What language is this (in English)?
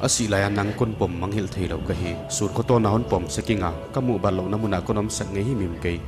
Paite Chin